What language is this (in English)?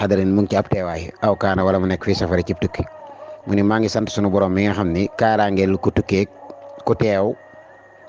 Wolof